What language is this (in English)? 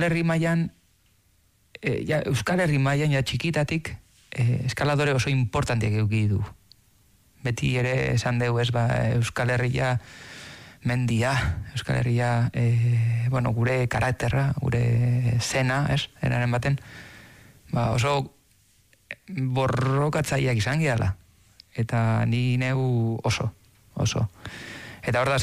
Basque